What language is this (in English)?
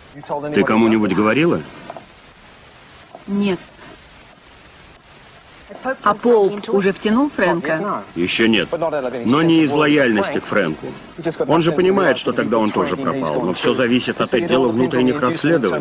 Russian